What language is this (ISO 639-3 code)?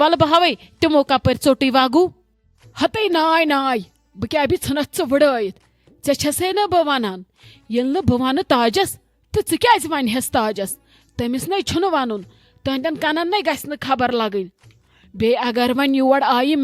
kas